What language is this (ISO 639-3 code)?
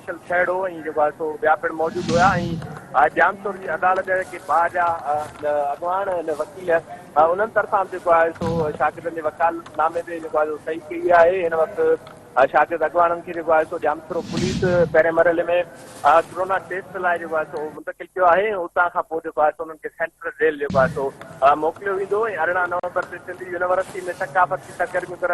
snd